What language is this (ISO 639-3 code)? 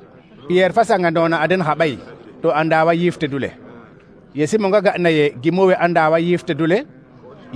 srr